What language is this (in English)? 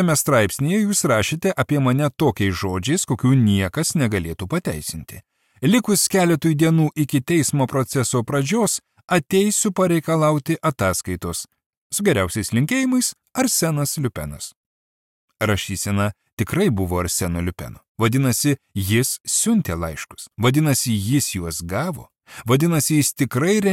Lithuanian